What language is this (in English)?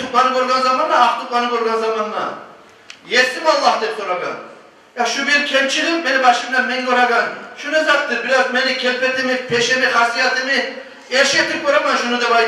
Kumyk